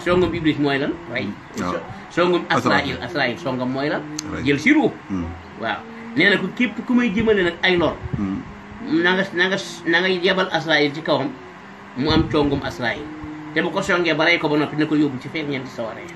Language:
Wolof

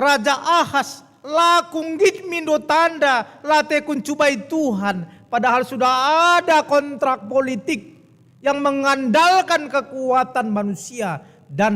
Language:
Batak Karo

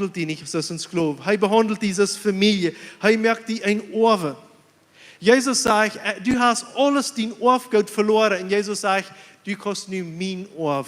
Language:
Plautdietsch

